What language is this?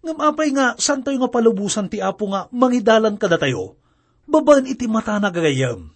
Iloko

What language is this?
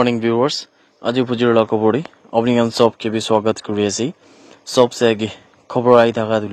Naga Pidgin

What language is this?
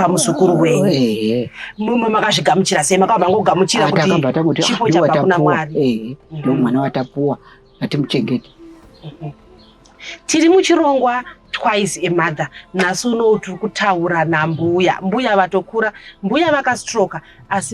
Shona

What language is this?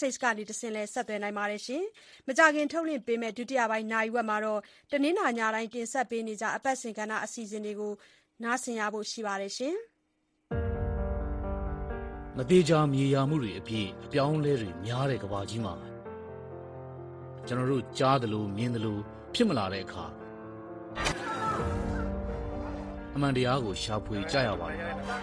Burmese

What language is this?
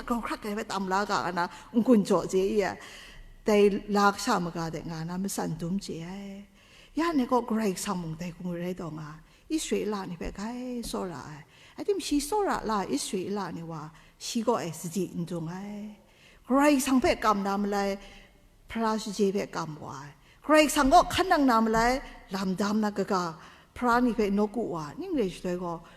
Kachin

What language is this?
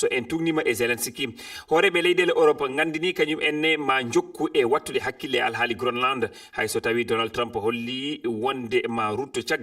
Fula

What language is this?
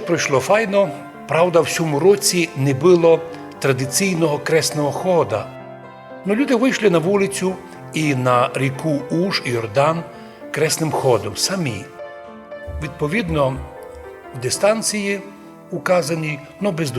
Rusyn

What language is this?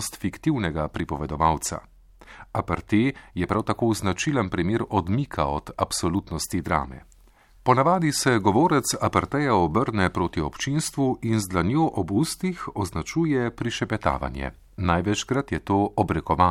Slovenian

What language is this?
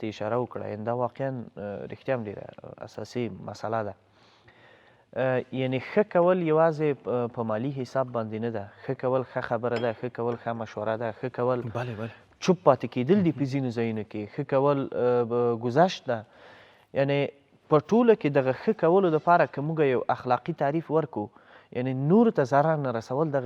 Pashto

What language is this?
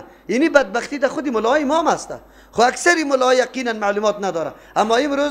Persian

